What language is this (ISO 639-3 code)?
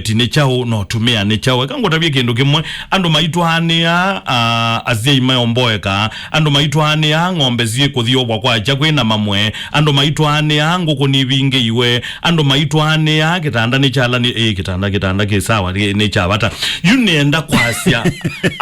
kam